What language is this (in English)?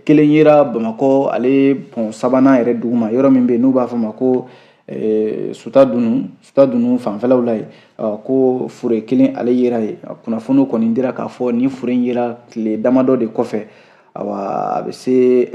Bambara